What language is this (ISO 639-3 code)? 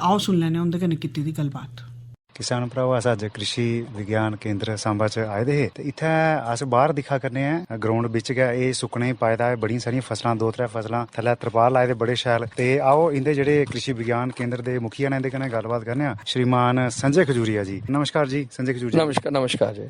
doi